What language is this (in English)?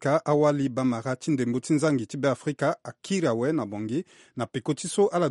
Sango